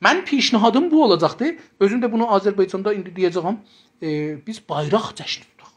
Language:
South Azerbaijani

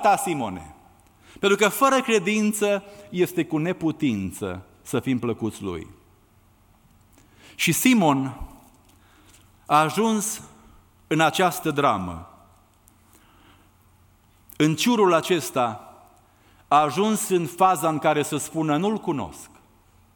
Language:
Romanian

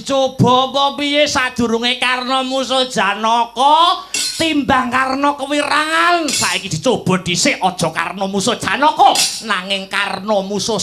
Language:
Javanese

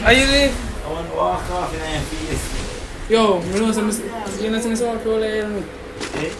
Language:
Jamaican Creole English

